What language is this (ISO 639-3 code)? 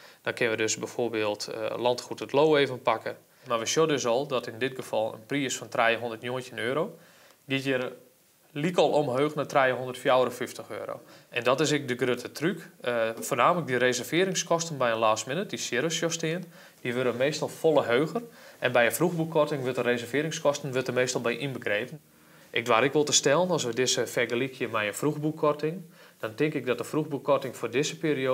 fry